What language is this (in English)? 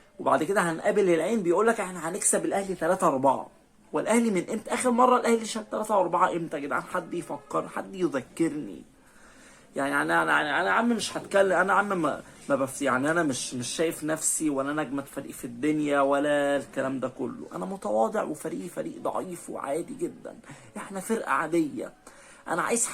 Egyptian Arabic